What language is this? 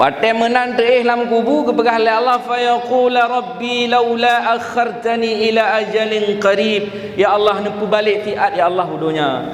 Achinese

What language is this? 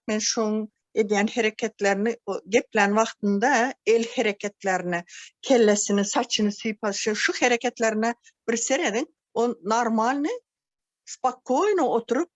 Turkmen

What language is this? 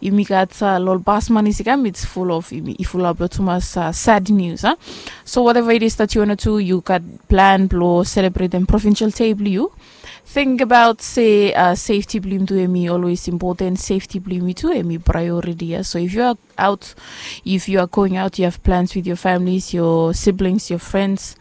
Bislama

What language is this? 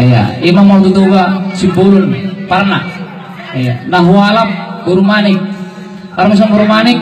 Batak Toba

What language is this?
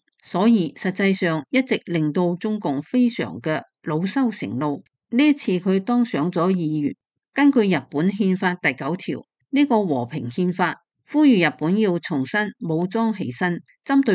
Cantonese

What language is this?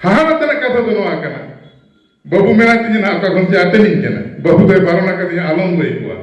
Santali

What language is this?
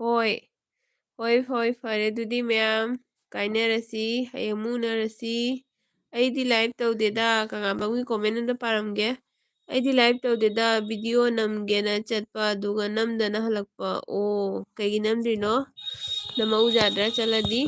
Manipuri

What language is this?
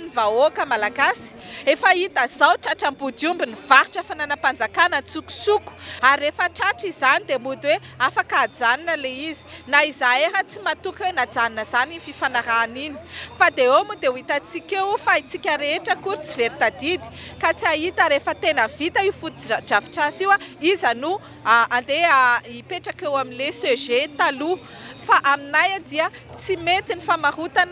Malagasy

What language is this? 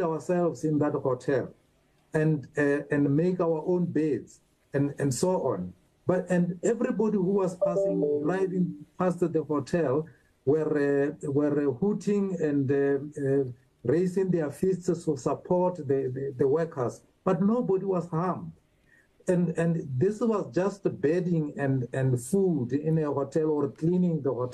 English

